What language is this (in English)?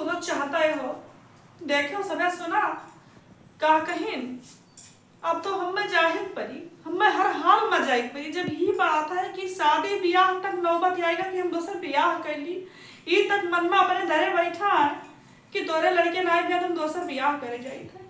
Awadhi